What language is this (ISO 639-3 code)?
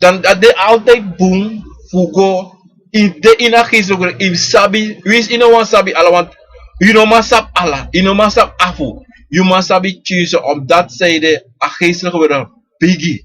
srn